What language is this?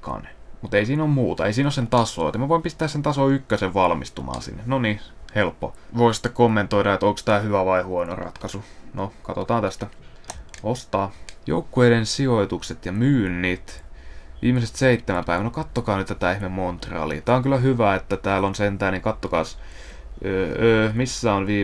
Finnish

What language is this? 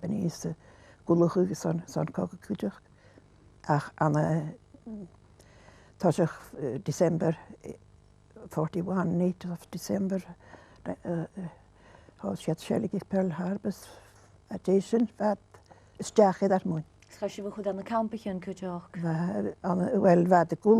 Scottish Gaelic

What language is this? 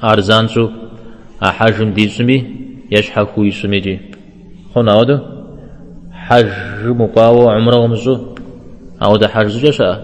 Kabardian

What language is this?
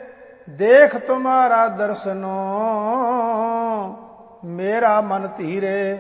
Punjabi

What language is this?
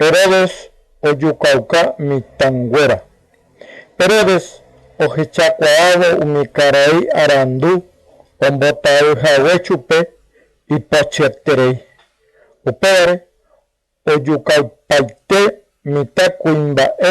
Guarani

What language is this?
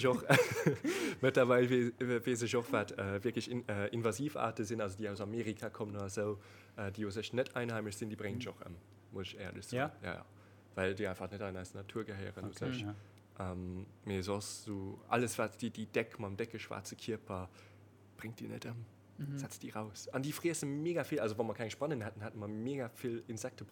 Luxembourgish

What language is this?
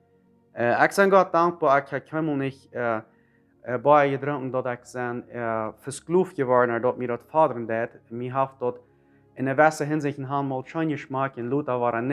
Plautdietsch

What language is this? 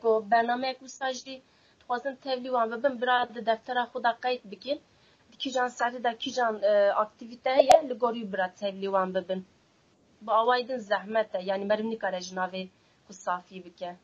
Kurdish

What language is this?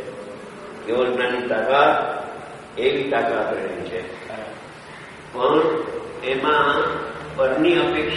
Gujarati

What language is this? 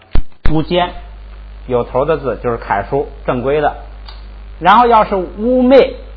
Chinese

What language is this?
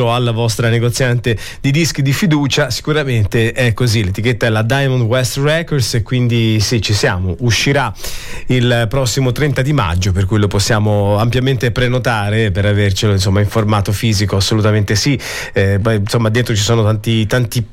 Italian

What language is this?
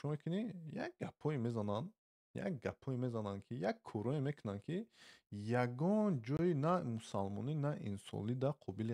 Tajik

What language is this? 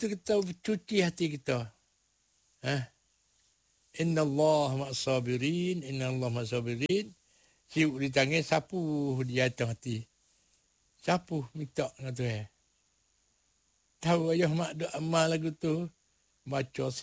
Malay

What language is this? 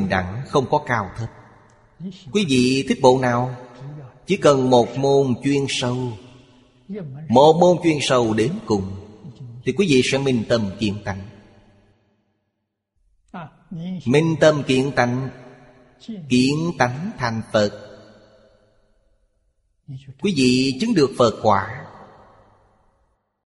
Vietnamese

